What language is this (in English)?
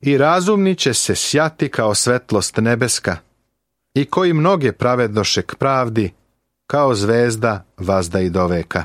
Serbian